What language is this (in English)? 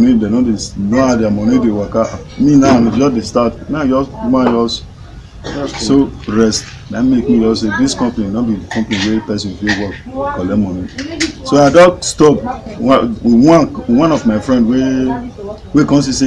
Nigerian Pidgin